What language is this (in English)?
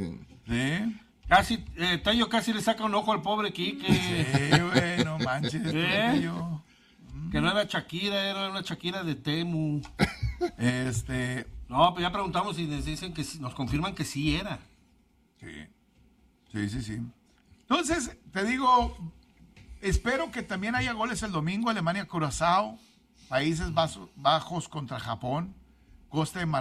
Spanish